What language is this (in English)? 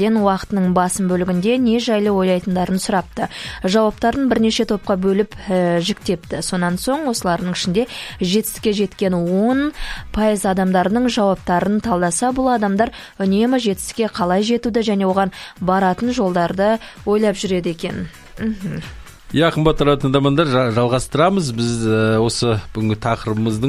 Kazakh